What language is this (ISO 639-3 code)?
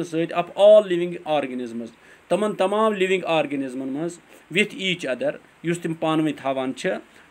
kas